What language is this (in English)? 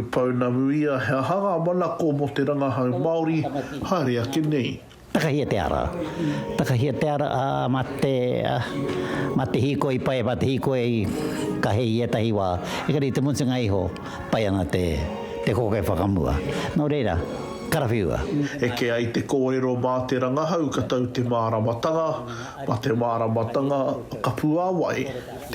Māori